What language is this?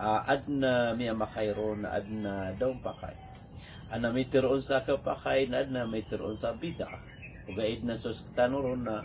Maranao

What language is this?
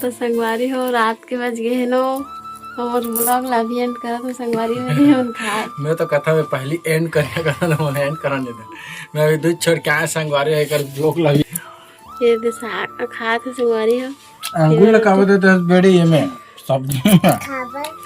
Chhattisgarhi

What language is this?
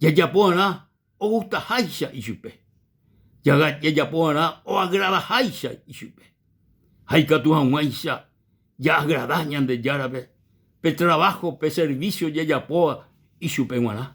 Guarani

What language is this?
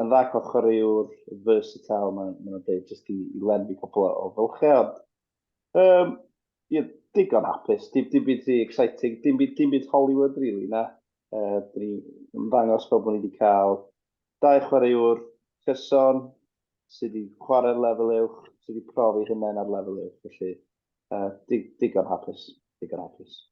Welsh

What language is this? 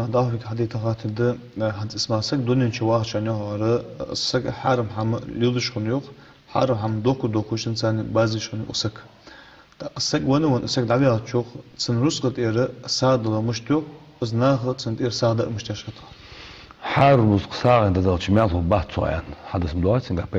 Ingush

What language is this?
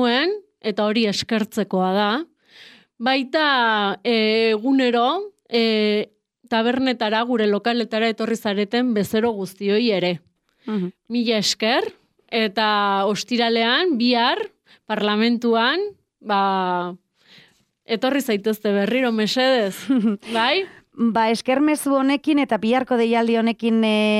Basque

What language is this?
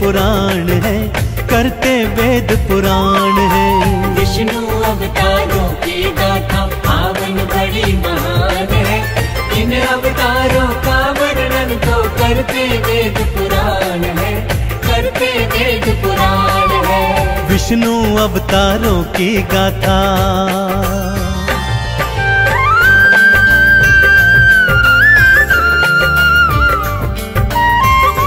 Hindi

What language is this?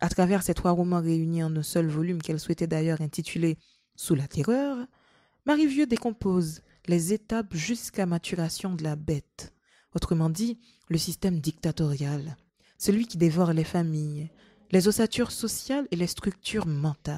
French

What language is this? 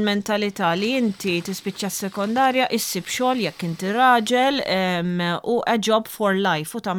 Maltese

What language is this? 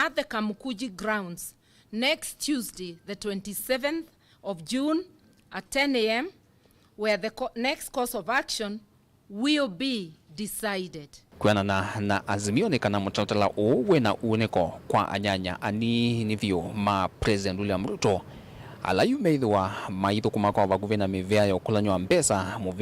Kamba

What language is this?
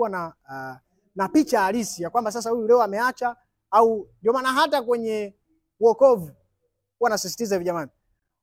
Swahili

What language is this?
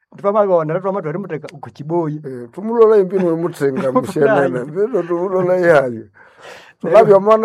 Nande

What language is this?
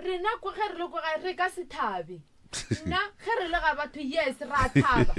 Northern Sotho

